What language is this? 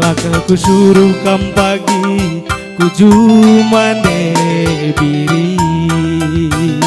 Batak Karo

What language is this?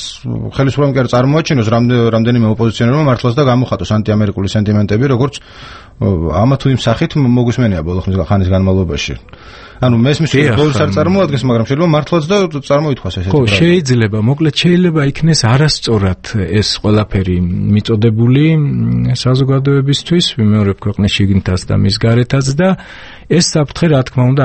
Georgian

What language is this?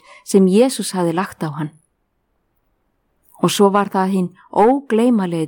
Icelandic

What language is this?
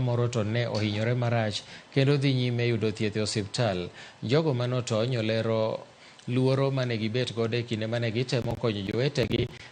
Luo (Kenya and Tanzania)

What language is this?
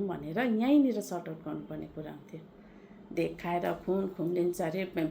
Nepali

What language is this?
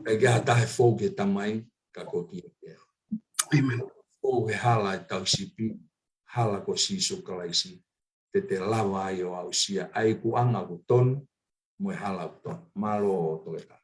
Tongan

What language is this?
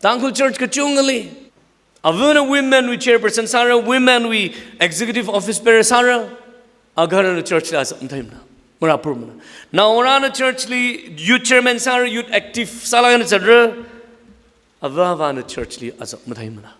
Tangkhul Naga (India)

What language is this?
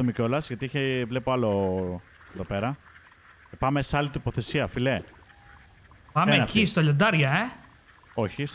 Greek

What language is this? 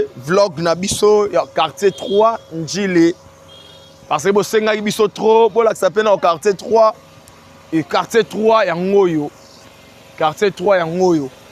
Lingala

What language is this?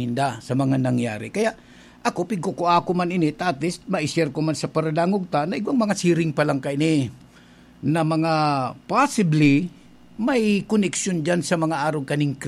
Bikol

